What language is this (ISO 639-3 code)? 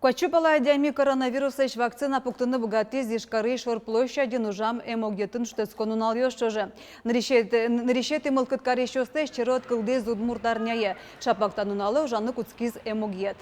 udm